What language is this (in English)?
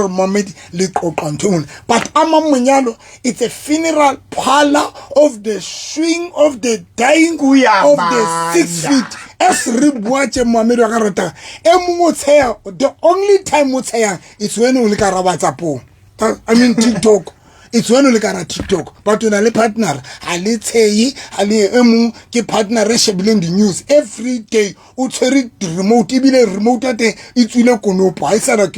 Southern Sotho